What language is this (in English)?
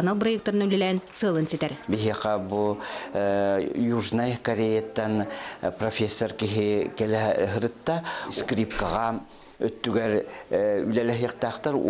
Yakut